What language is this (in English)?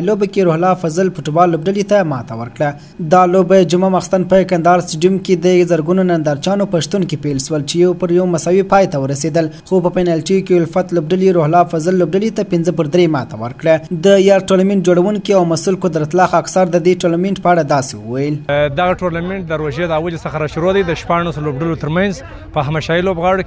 Pashto